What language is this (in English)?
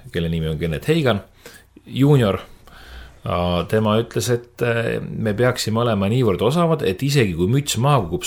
Estonian